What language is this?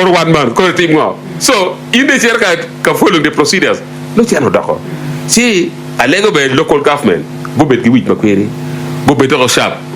Acoli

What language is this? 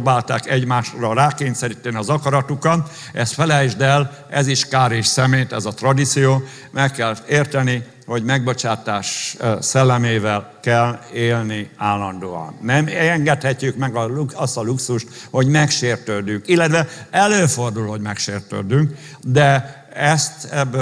Hungarian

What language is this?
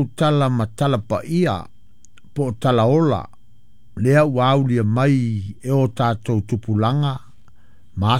Samoan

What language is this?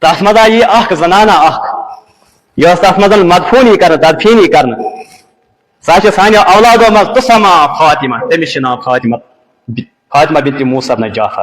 Kashmiri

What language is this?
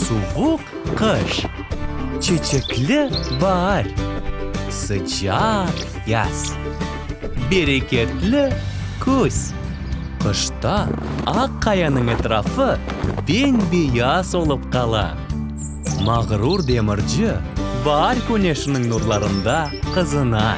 Crimean Tatar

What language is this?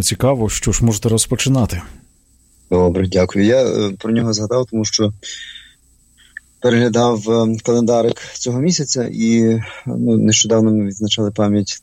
Ukrainian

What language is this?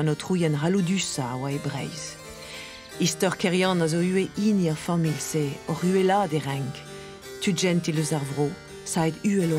Breton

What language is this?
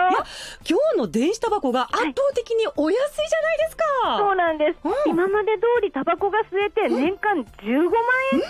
Japanese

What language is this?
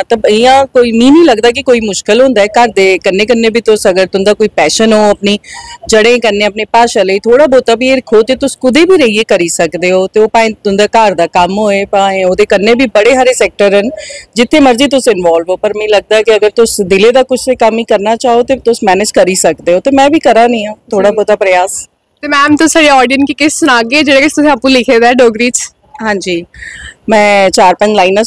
Dogri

